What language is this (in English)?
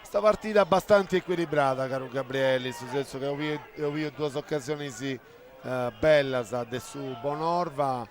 Sardinian